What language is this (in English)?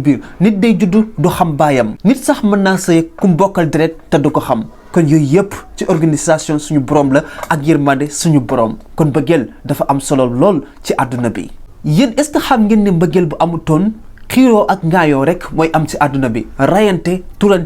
Wolof